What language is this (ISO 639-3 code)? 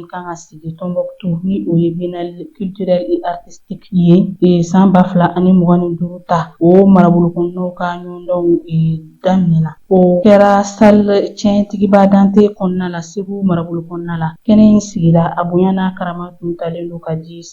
bam